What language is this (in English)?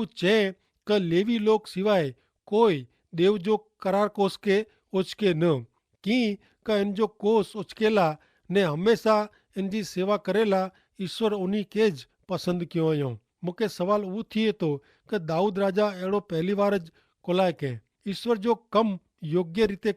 Kachhi